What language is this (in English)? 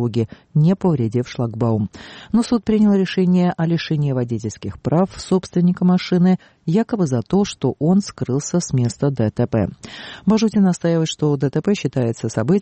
Russian